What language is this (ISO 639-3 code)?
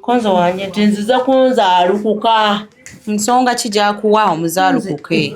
lug